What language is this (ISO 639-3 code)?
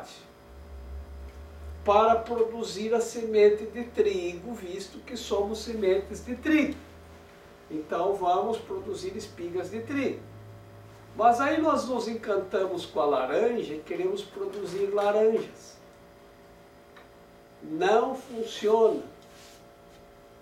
por